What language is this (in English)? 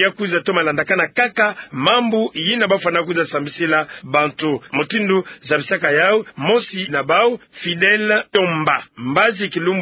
Kituba (Democratic Republic of Congo)